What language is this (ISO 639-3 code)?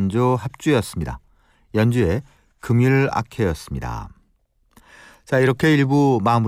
kor